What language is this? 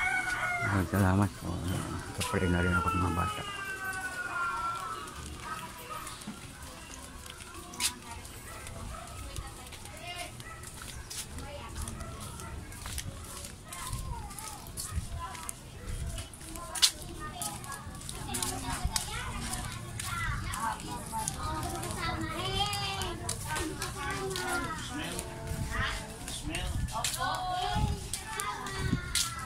Filipino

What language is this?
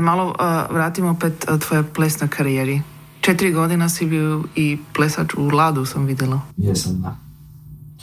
Croatian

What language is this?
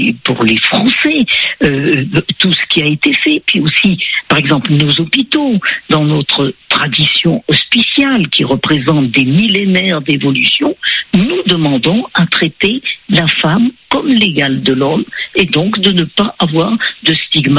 French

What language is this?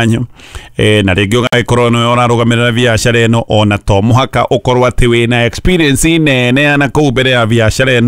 Kikuyu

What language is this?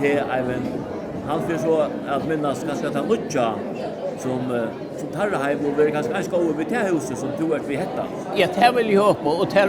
Faroese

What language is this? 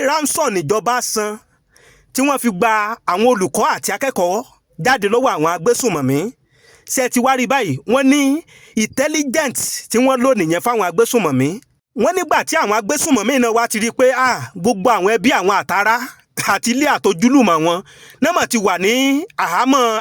Yoruba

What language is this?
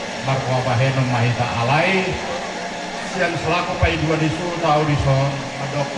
Batak Toba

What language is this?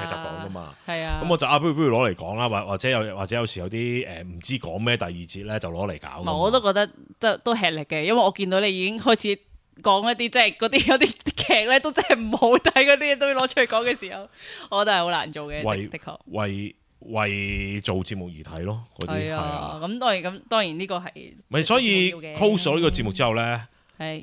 Cantonese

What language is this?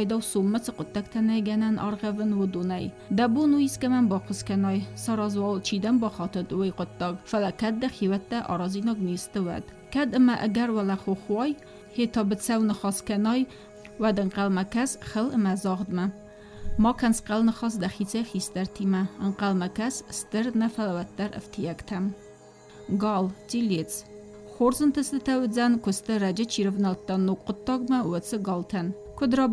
Ossetic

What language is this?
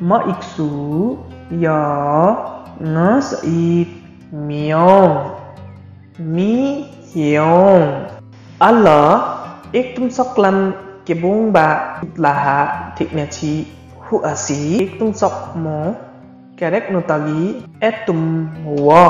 Limbu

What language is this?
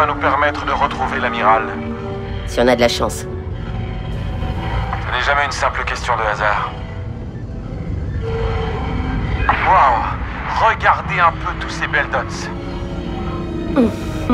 French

